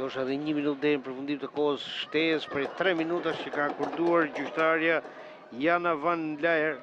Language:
Albanian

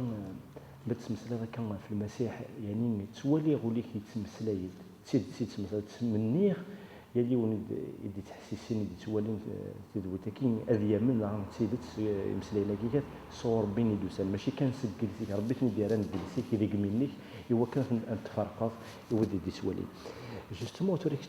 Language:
Kabyle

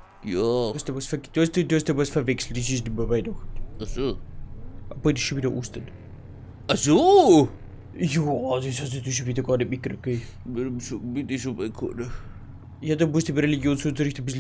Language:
Bavarian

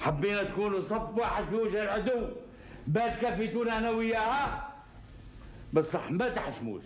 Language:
Algerian Arabic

